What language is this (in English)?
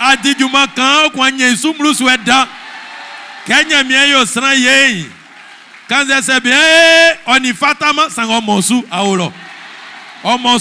Baoulé